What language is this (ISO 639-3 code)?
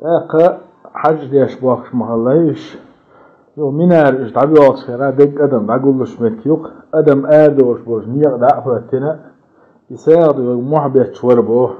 che